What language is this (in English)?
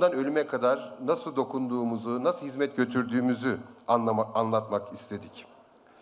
Turkish